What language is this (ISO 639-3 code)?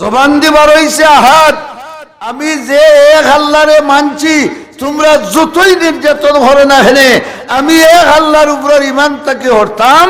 syl